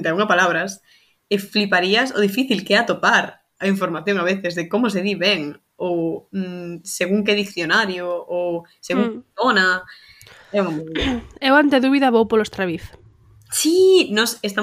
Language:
Galician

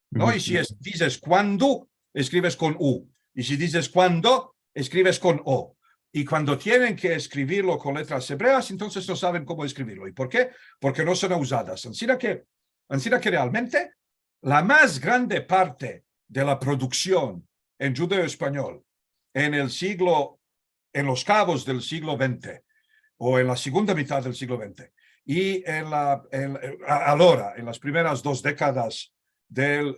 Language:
Ladino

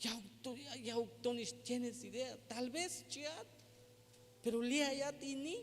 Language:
Tzeltal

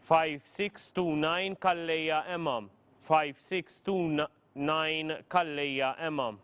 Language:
English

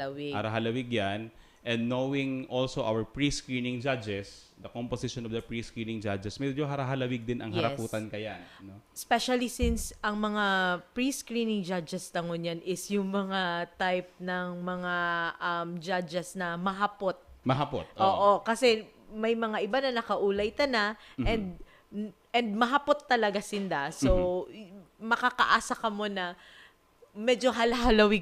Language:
Bikol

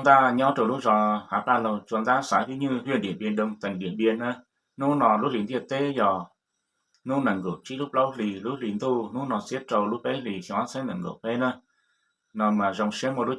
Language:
Hmong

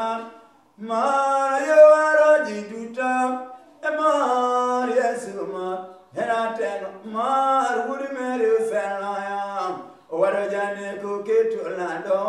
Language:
Luo (Kenya and Tanzania)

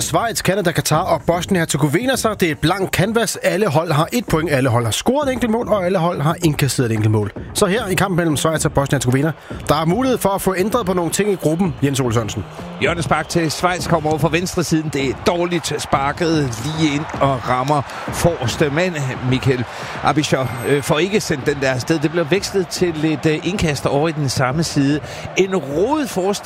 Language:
Danish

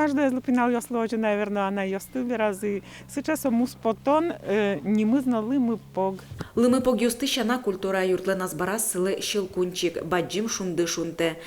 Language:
Udmurt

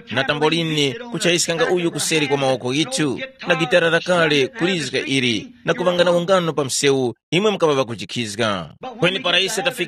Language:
Tumbuka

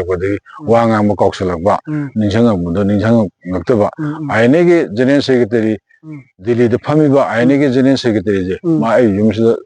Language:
Manipuri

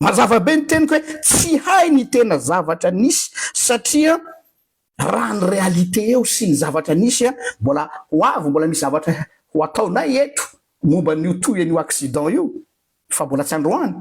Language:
Malagasy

